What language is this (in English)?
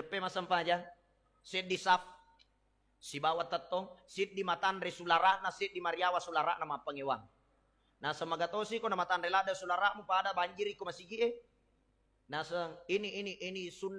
Buginese